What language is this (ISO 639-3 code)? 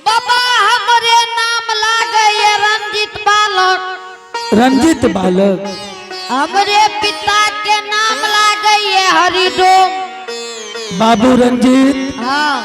anp